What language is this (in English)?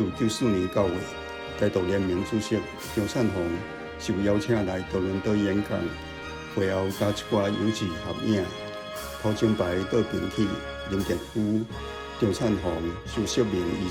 Min Nan Chinese